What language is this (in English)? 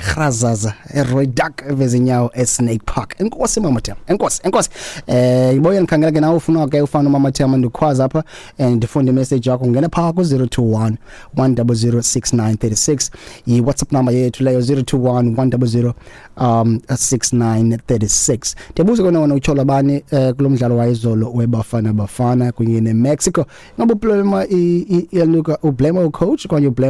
Xhosa